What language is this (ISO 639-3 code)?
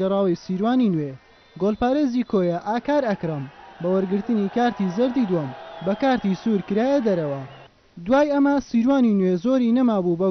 ckb